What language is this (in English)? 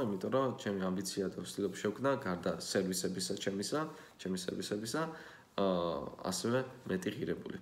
Georgian